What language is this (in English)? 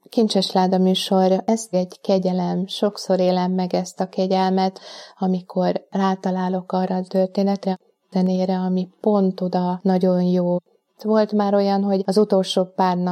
Hungarian